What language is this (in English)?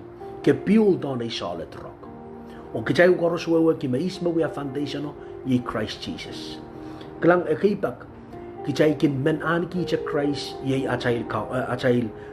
Pohnpeian